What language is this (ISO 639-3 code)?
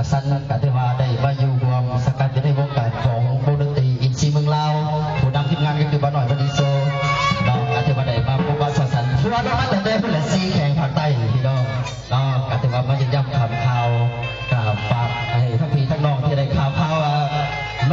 lao